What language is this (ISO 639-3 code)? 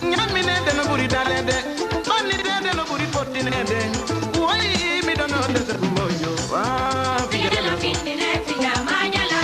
ful